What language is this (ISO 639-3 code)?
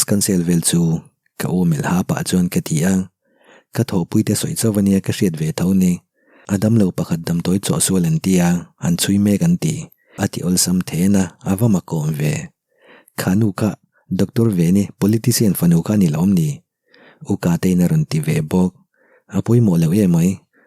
lus